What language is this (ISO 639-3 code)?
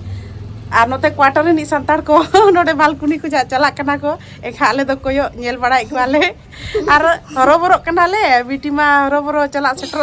sat